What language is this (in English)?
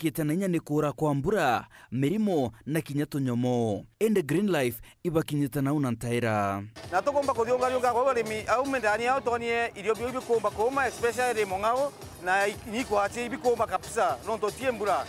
Meru